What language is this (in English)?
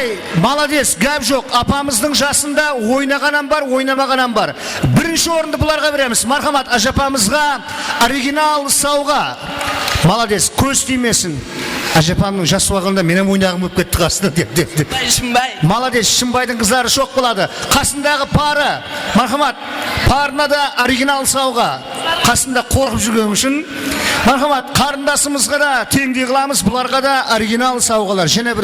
Kara-Kalpak